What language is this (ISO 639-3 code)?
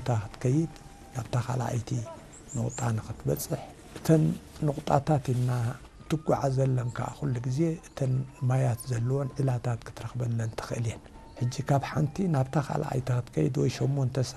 tir